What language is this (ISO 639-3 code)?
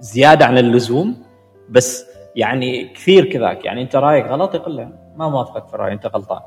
afb